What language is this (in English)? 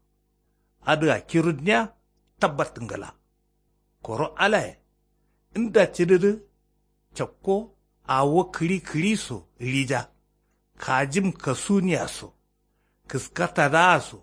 Kanuri